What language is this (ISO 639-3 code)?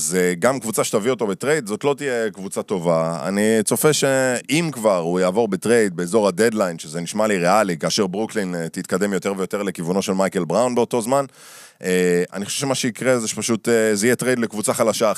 heb